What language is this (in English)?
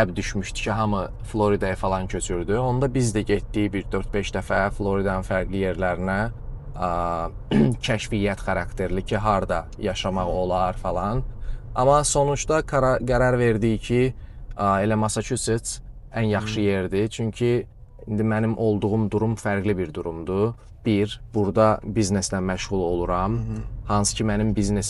Azerbaijani